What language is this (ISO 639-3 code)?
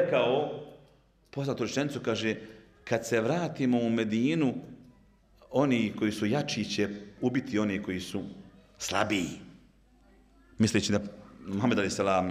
bos